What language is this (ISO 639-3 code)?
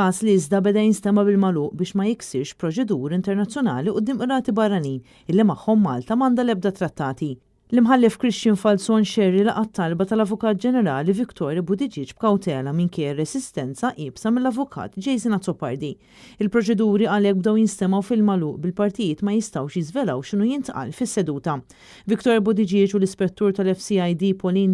mlt